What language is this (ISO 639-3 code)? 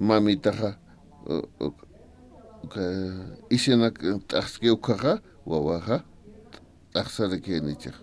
aym